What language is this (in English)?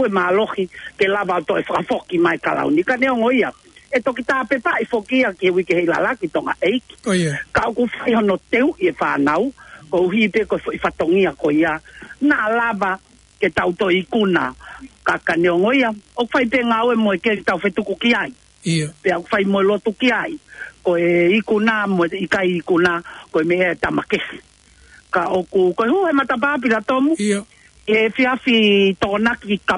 Tongan